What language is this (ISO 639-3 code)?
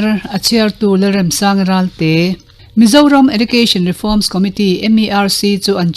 lus